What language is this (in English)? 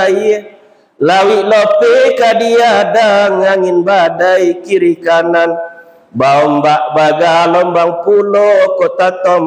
Minangkabau